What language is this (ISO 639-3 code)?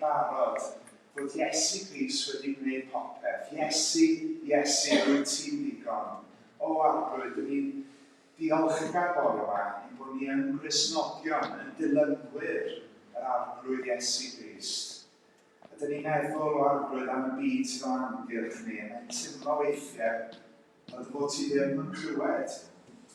cym